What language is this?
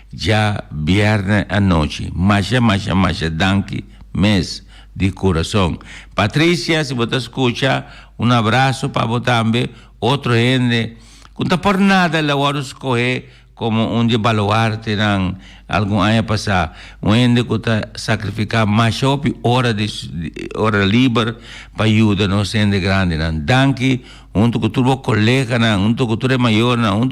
Papiamento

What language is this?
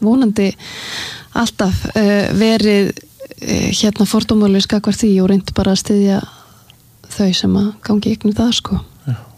Icelandic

